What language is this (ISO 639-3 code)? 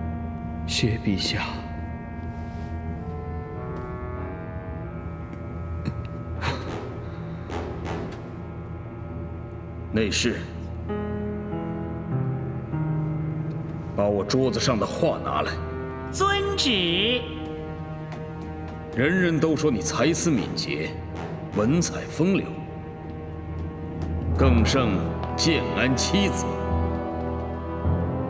zho